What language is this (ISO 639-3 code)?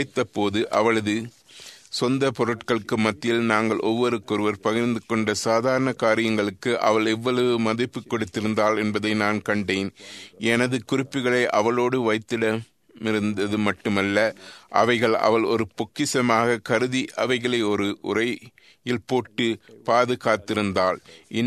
tam